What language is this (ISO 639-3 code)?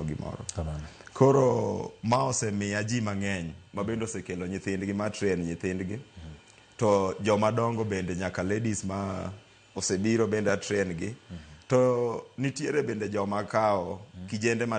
luo